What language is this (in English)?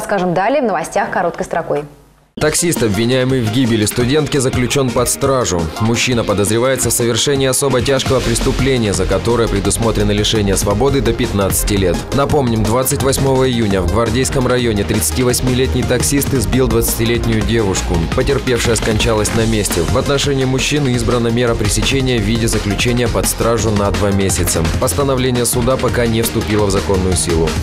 Russian